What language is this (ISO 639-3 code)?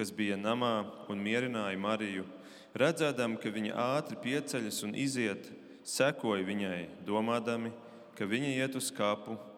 lav